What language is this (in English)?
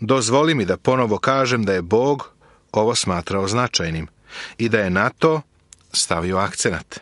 Serbian